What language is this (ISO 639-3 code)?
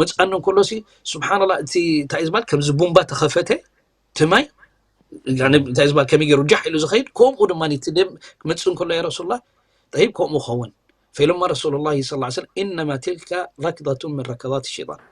tir